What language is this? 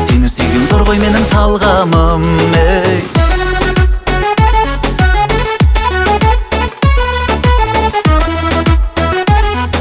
Kazakh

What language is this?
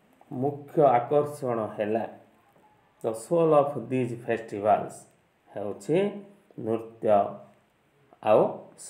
Odia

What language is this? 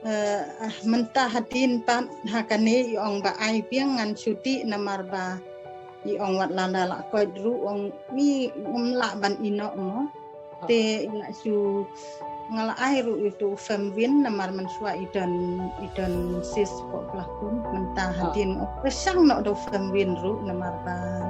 Khasi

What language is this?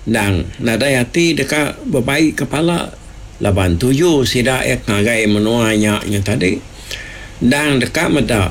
Iban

